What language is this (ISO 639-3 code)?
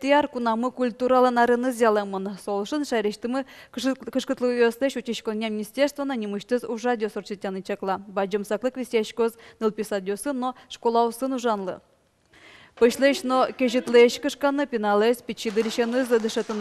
udm